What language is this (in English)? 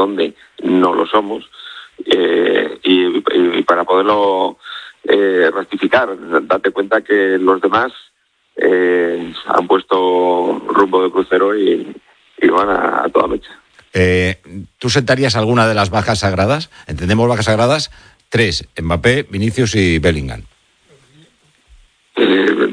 Spanish